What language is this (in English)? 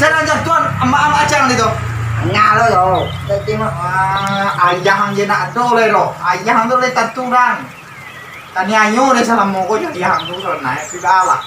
Minangkabau